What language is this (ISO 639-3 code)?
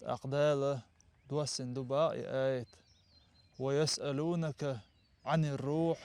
che